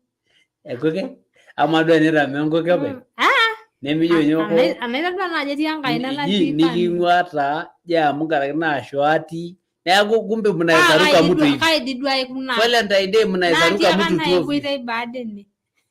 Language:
Masai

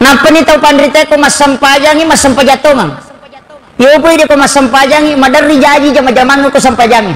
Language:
Buginese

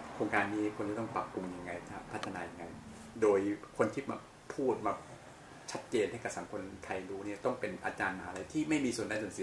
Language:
Thai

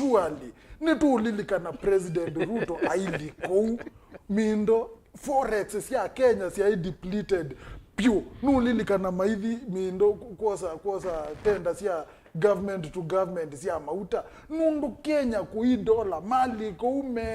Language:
Kamba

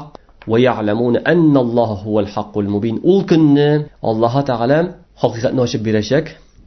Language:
Tatar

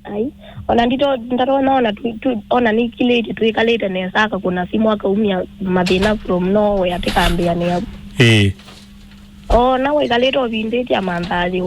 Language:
Kamba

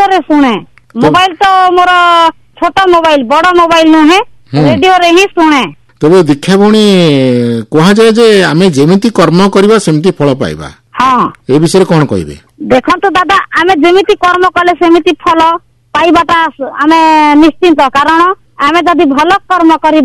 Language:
Odia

